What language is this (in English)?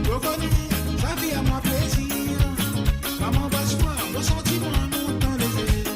Morisyen